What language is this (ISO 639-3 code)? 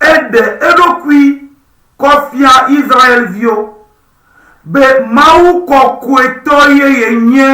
ewe